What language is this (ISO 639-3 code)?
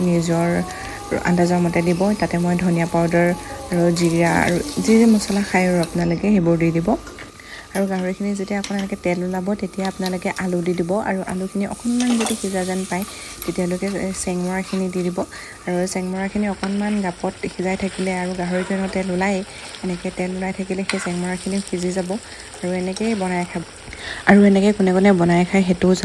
asm